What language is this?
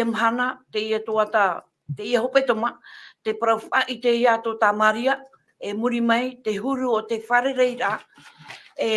Tahitian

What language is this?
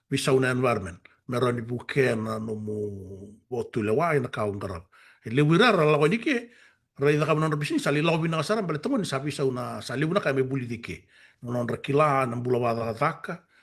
Fijian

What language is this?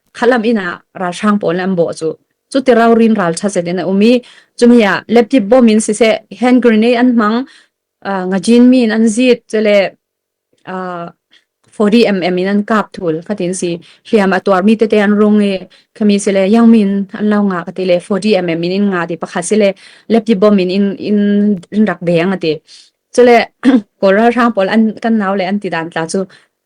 Falam Chin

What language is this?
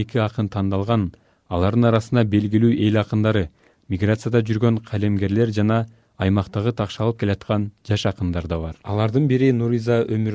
Kyrgyz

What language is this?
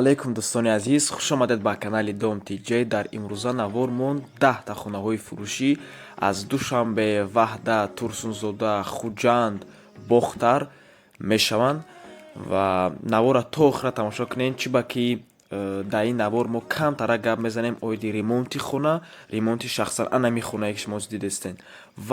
Tajik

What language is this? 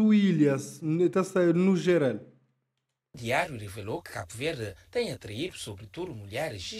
Kabuverdianu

